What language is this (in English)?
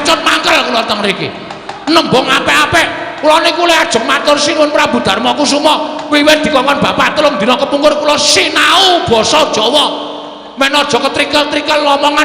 Javanese